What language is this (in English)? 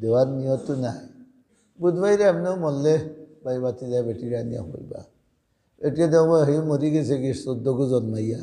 Sylheti